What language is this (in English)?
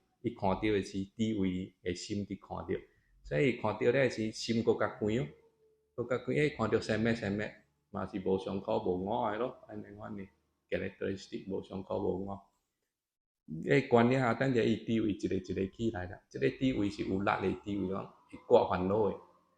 Min Nan Chinese